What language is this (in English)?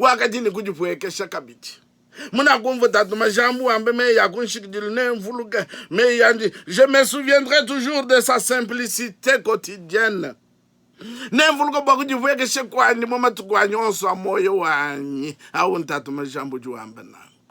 Luba-Lulua